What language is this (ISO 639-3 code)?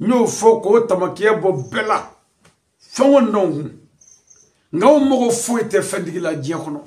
bam